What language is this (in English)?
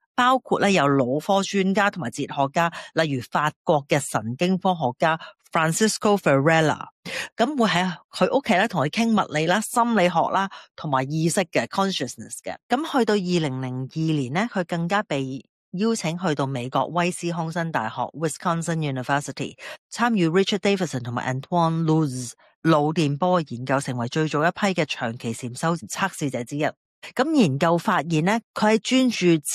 Cantonese